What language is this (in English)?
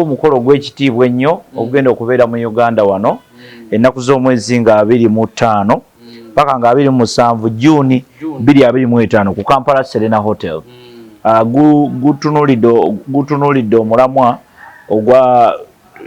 Ganda